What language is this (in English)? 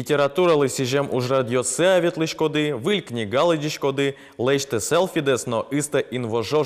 Udmurt